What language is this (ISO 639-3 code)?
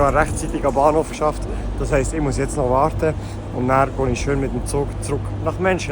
gsw